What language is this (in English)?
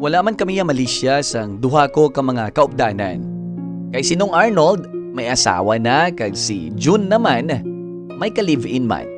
Hiligaynon